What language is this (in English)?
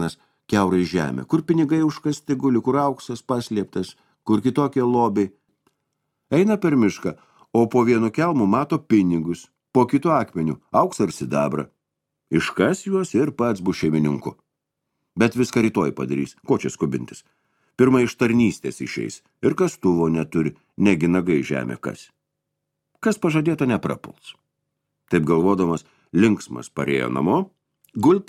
Lithuanian